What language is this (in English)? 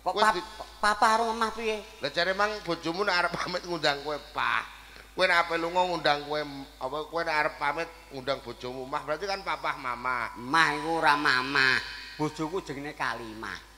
Javanese